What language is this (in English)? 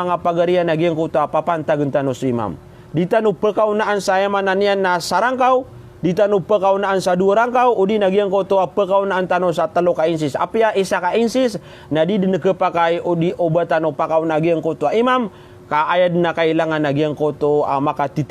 Maranao